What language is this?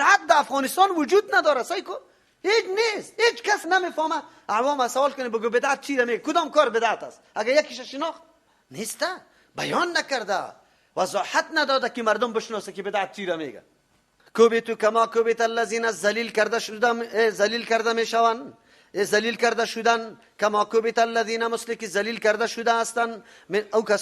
Persian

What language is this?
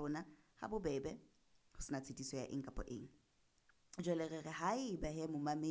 Southern Sotho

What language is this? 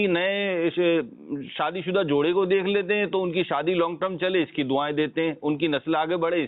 Urdu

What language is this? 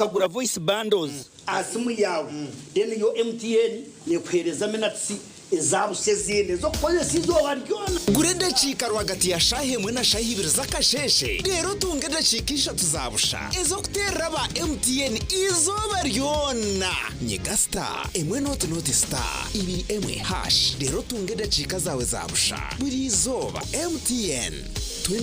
Nyankole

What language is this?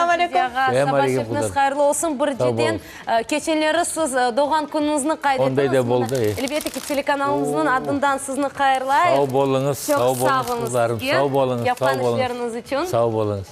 Crimean Tatar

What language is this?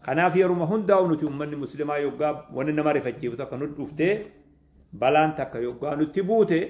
Oromo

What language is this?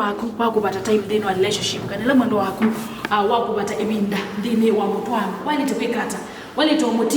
Kamba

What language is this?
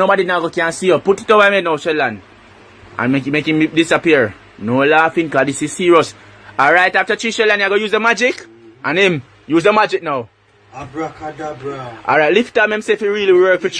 Jamaican Creole English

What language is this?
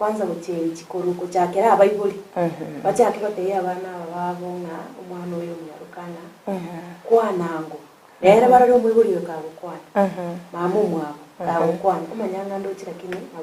Gusii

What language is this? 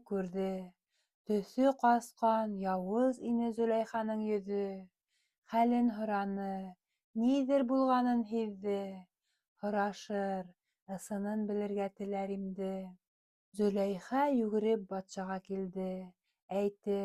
Bashkir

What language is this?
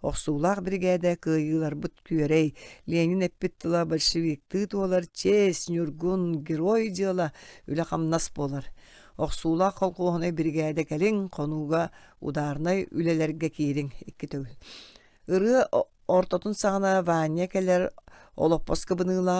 Yakut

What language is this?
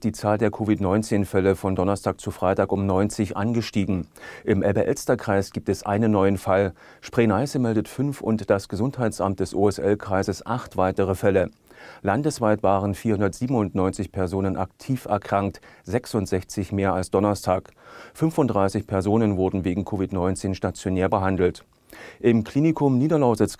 German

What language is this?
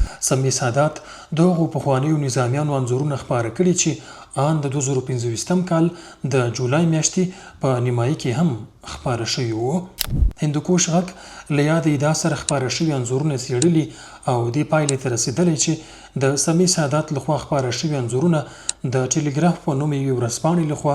Pashto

